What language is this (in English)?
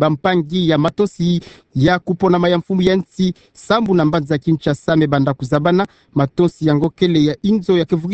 Kituba (Democratic Republic of Congo)